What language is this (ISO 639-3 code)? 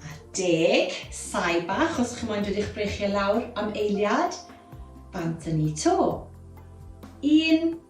cym